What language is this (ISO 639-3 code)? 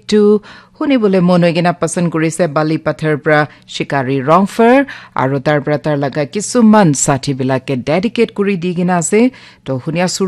nag